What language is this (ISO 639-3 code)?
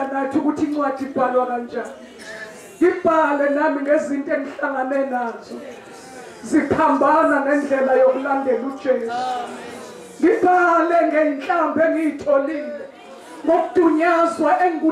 zul